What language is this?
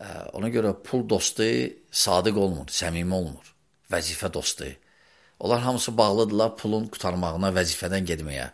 Azerbaijani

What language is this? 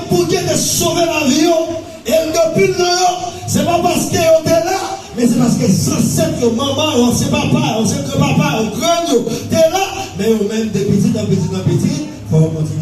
Haitian Creole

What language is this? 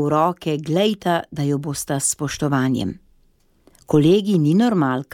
Slovenian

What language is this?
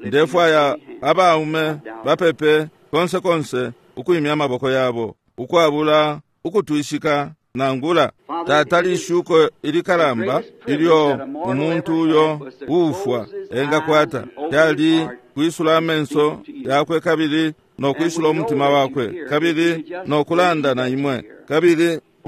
Bemba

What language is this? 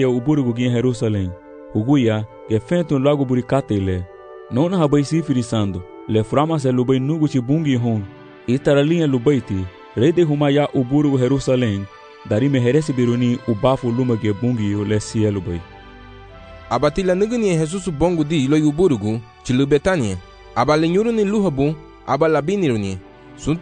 Garifuna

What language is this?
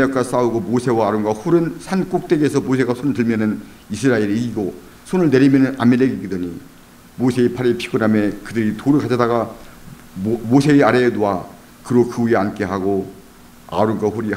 Korean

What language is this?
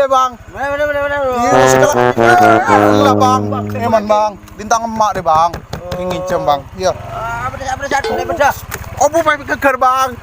Madurese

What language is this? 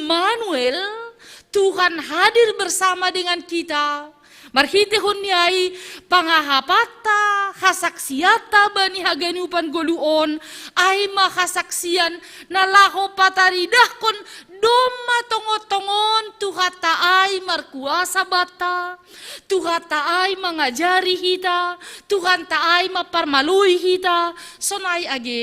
Batak Simalungun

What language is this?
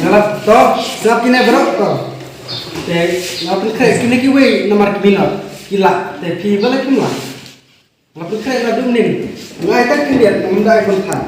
Khasi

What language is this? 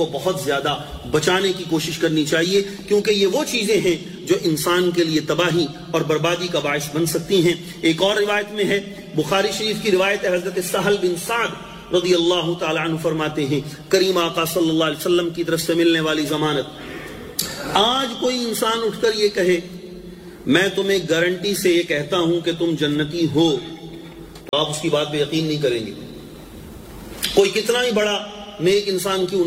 Urdu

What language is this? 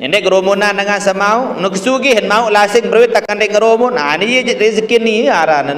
Sasak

